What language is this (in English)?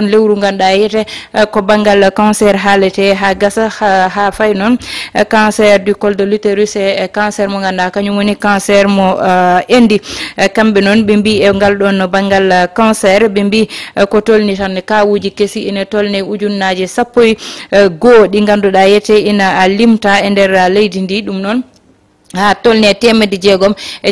Fula